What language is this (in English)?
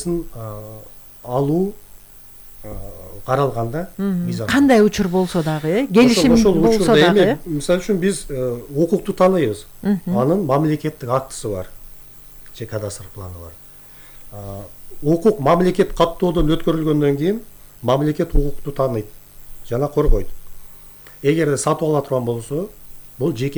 Kyrgyz